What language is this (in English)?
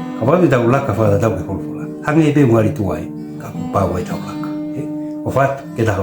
Tongan